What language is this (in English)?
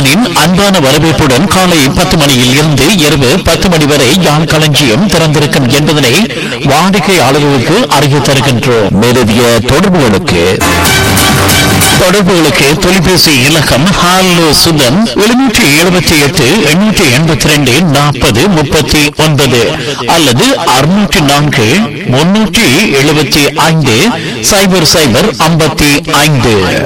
Tamil